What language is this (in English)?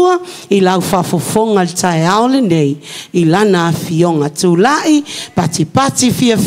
Samoan